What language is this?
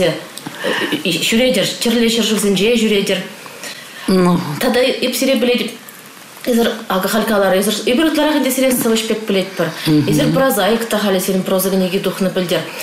Chuvash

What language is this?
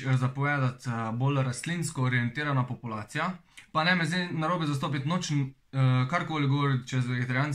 Slovenian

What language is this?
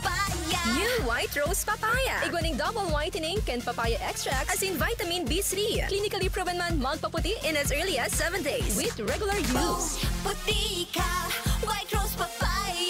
Bikol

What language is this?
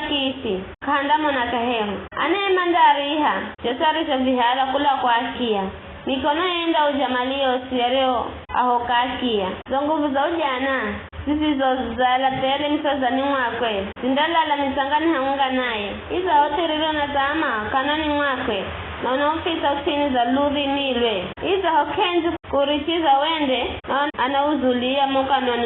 Giryama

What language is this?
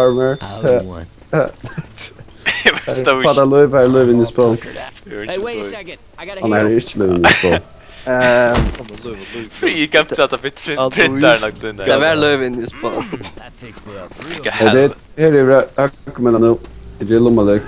Faroese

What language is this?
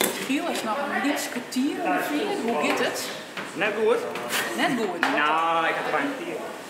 Western Frisian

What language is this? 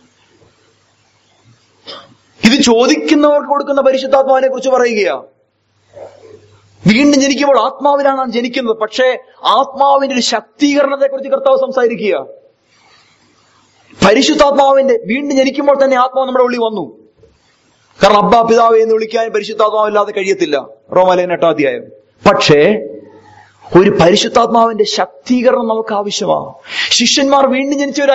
Malayalam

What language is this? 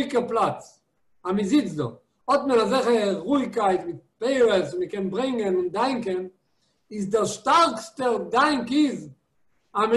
Yiddish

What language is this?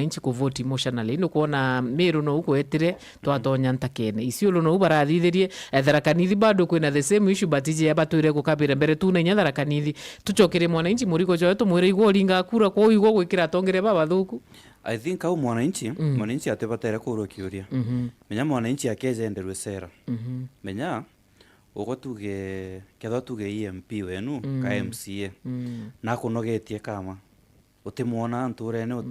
Meru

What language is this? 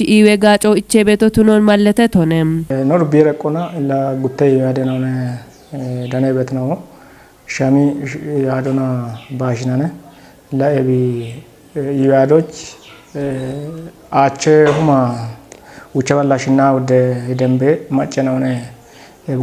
Kafa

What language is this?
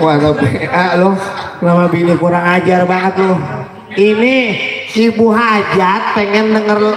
Betawi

